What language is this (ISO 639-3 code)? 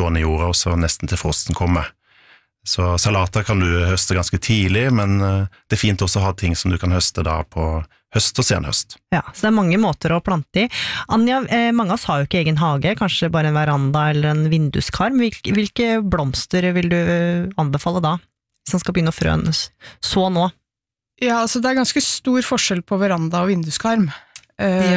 nor